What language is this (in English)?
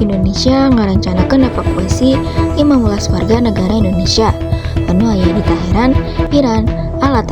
Sundanese